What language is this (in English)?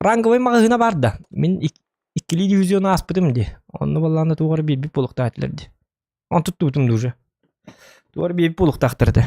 Yakut